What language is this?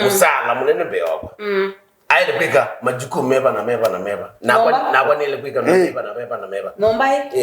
Kamba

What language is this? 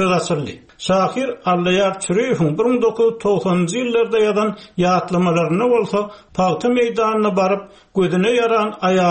Turkmen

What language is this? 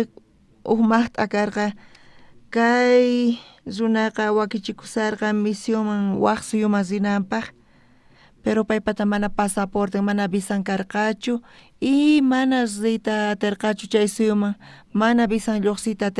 South Bolivian Quechua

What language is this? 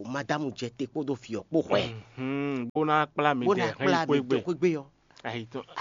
Fon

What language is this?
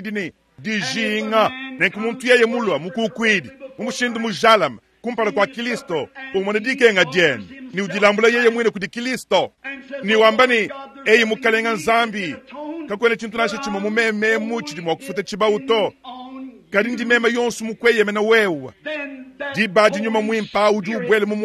Luba-Lulua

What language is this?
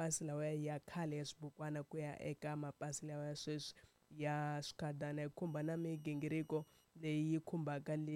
Tsonga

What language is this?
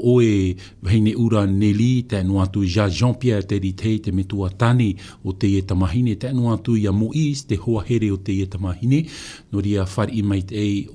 Tahitian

